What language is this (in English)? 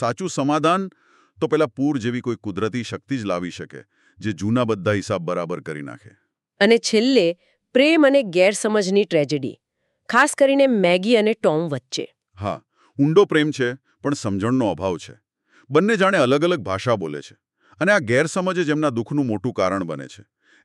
Gujarati